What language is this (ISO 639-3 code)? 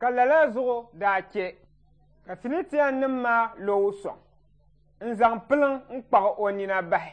dag